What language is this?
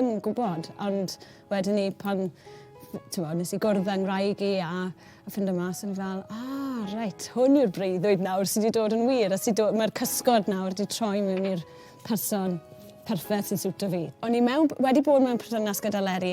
Welsh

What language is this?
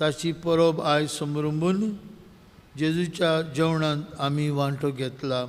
Konkani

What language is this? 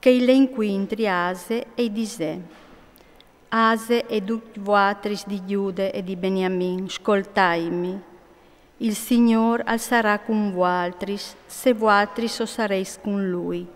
Friulian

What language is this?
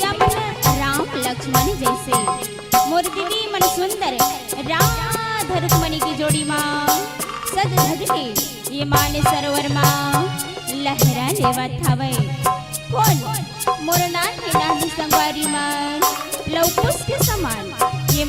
Chhattisgarhi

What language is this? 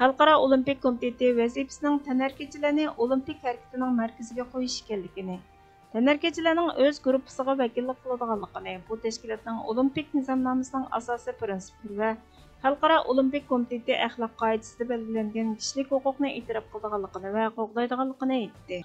Uyghur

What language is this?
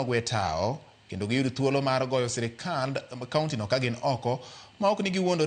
Luo (Kenya and Tanzania)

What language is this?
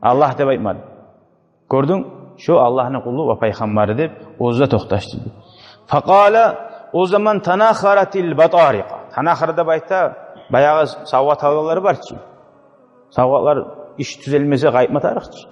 Kumyk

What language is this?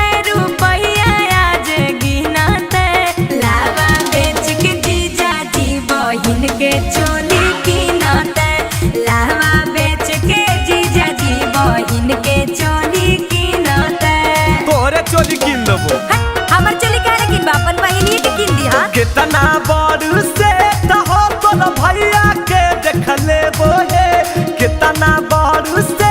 Magahi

